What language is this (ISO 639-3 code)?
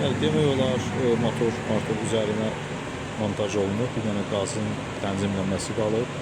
aze